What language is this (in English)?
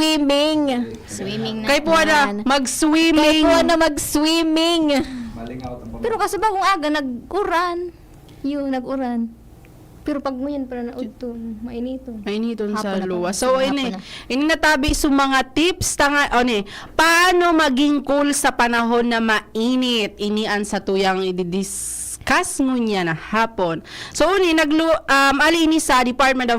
Bikol